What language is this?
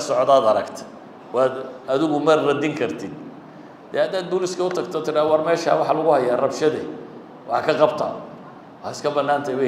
Somali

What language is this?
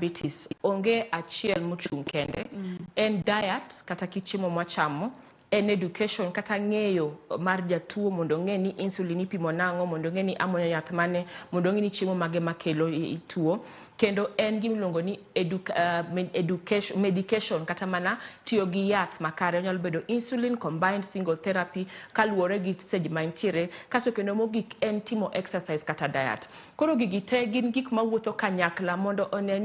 Luo (Kenya and Tanzania)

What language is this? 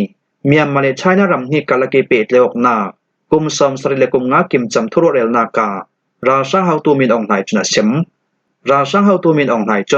Falam Chin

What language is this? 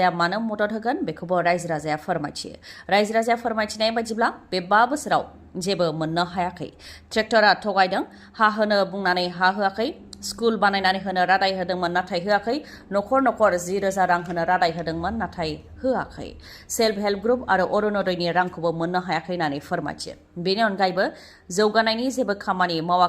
Bodo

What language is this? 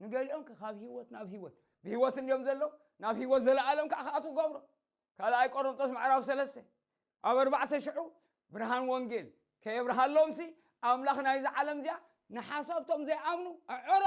Tigrinya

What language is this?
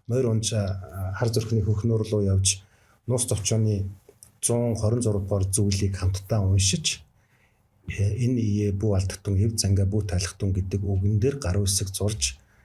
Mongolian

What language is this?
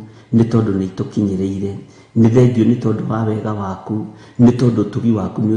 Kikuyu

